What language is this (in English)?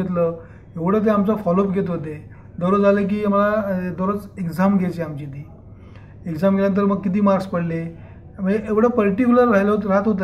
Marathi